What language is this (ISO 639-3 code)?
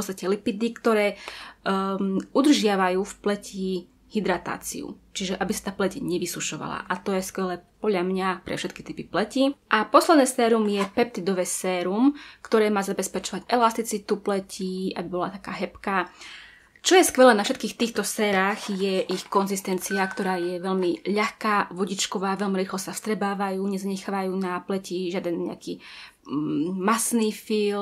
slk